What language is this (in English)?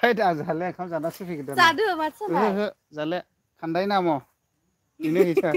Bodo